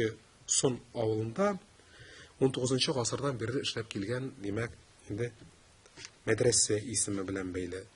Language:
Tatar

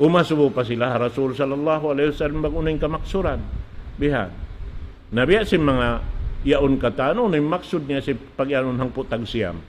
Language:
Tausug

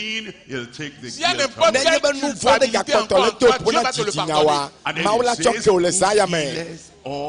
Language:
Ewe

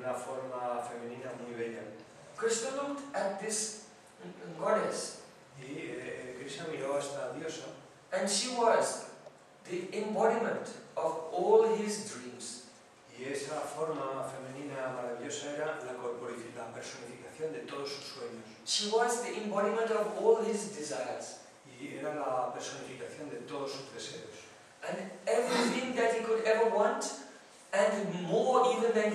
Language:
Galician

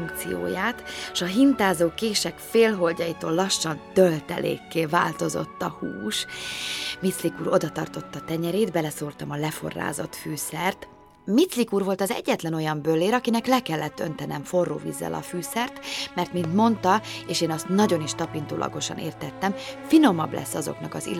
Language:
Hungarian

